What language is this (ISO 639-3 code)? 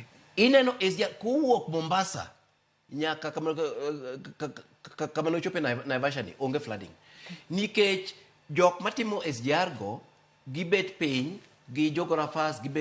luo